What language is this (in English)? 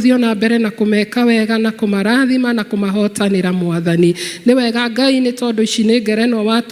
Kikuyu